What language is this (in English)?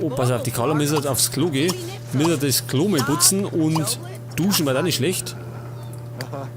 Bavarian